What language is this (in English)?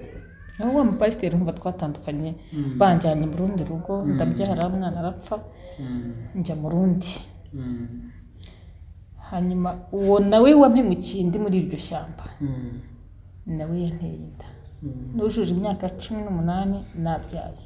Kinyarwanda